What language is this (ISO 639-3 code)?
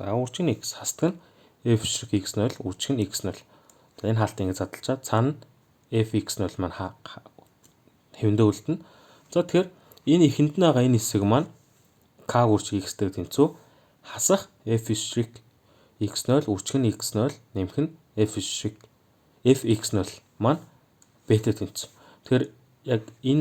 mon